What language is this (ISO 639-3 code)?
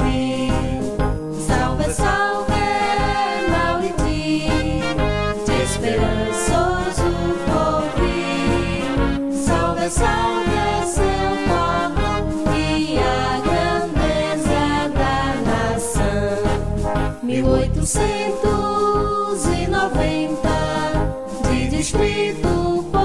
por